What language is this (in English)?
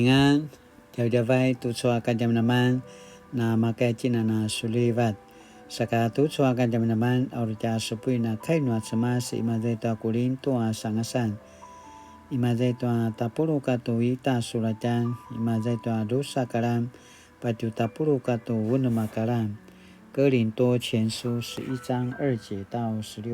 Paiwan